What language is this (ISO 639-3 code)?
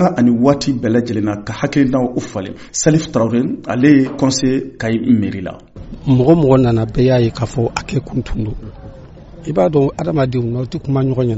bam